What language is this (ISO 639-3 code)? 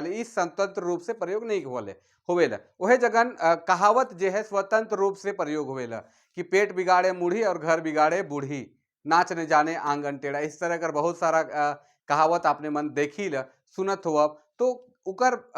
sck